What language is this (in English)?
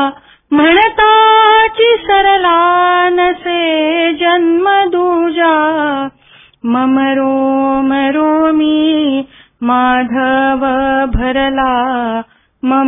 Marathi